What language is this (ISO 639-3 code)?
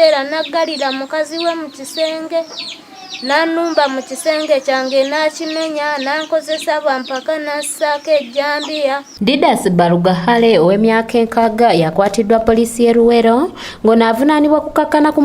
lug